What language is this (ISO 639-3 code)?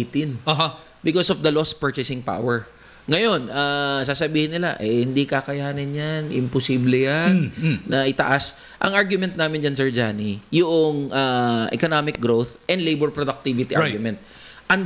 fil